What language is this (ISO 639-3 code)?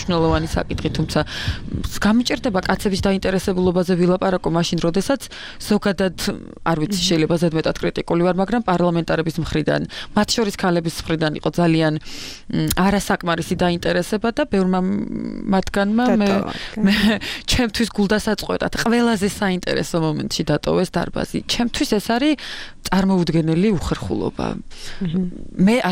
kat